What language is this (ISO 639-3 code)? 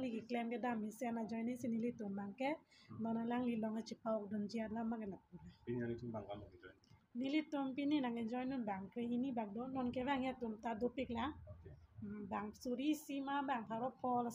mjw